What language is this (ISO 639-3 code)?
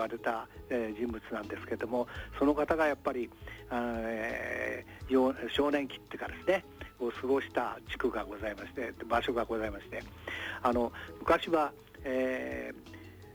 jpn